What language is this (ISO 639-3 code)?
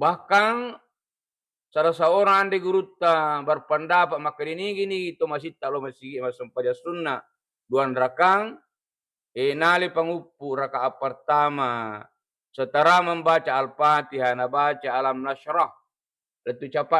bug